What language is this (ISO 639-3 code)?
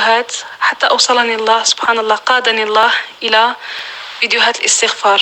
apc